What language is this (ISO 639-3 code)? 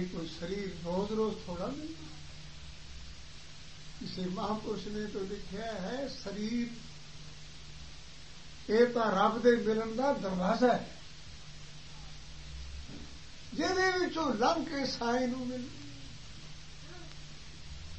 pan